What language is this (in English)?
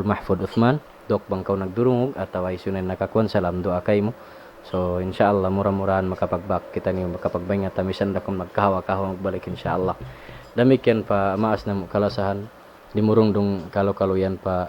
Tausug